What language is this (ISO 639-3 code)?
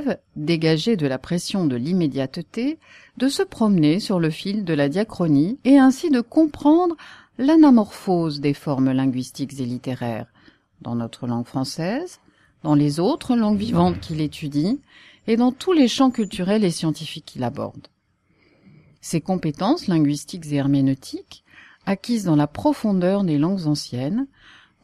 fra